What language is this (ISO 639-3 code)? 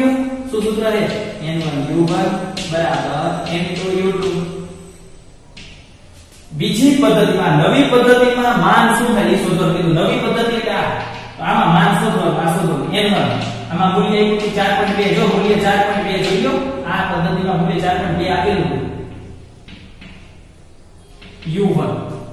guj